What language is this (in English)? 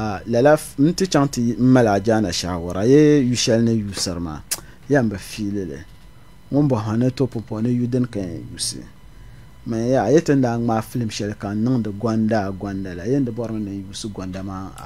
Dagbani